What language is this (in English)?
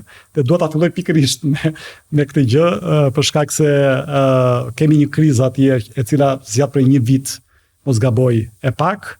Albanian